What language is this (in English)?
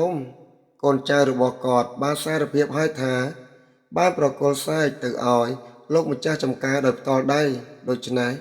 Khmer